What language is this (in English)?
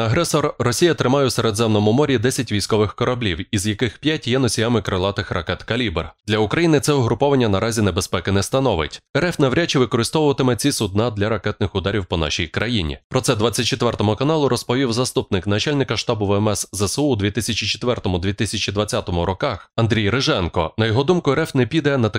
Ukrainian